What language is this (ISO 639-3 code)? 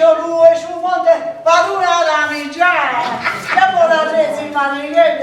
srd